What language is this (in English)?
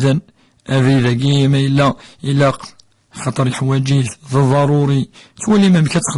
Kabyle